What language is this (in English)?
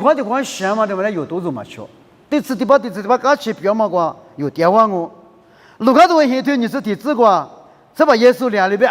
Lisu